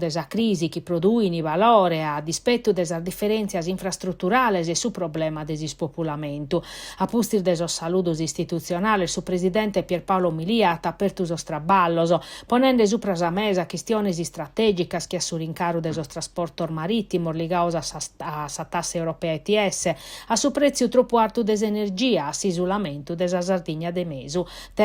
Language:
Sardinian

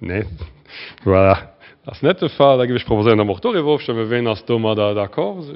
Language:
Luxembourgish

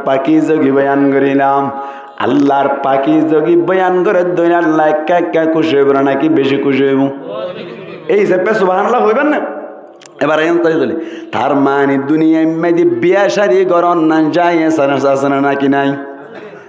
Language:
Rohingya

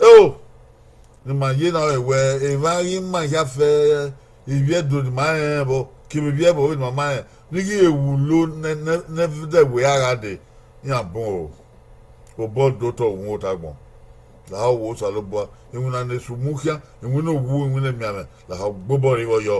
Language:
Bini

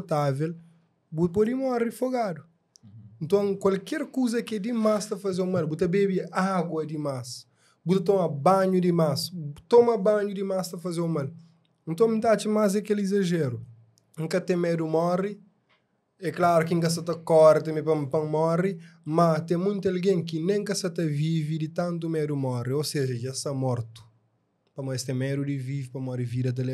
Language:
Kabuverdianu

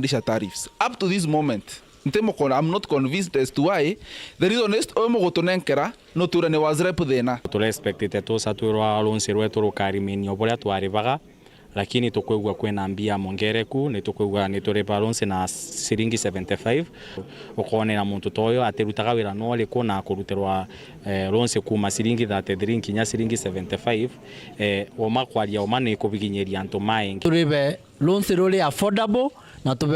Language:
Meru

